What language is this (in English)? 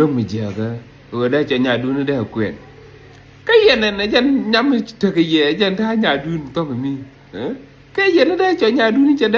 Nuer